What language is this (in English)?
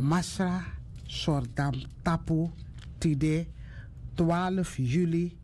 Sranan Tongo